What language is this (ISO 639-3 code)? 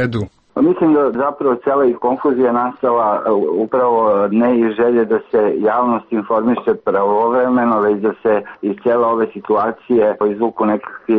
srp